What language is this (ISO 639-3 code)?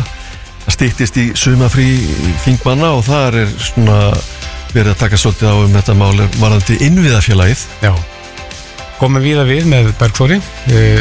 isl